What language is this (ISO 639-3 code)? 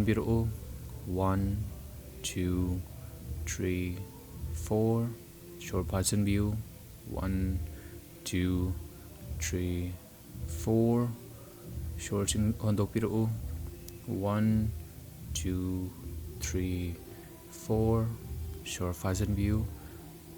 mni